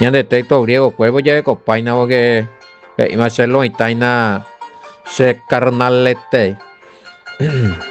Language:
Guarani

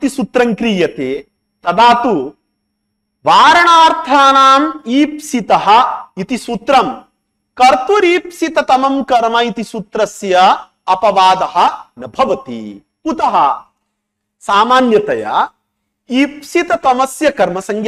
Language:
Sanskrit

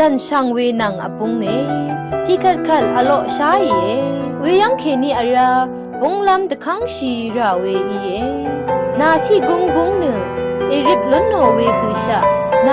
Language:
Rawang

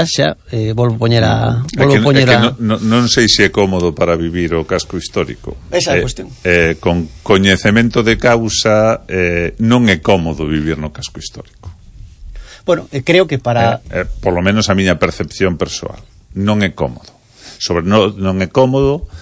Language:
Galician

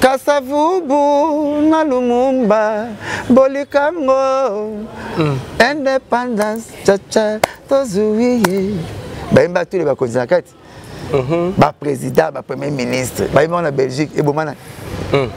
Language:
Lingala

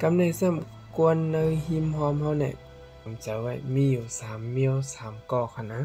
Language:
Shan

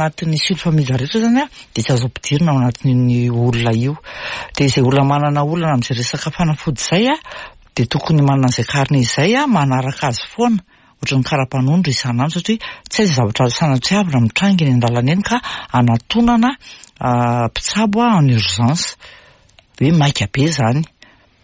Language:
Malagasy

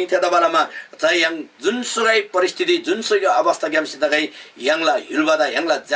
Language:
Eastern Tamang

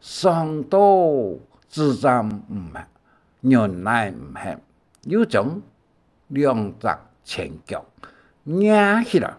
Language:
Hakka Chinese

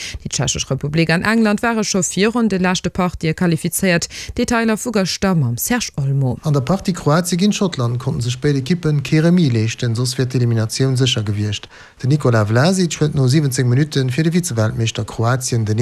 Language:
Luxembourgish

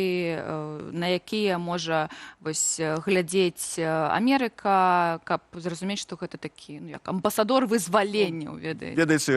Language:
Belarusian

